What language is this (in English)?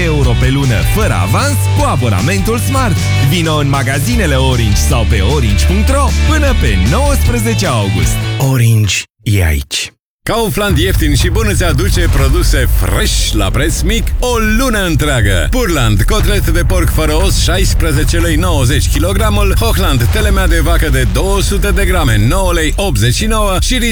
Romanian